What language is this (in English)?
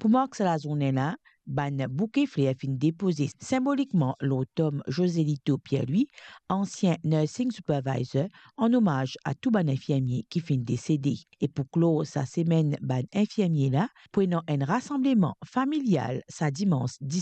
Morisyen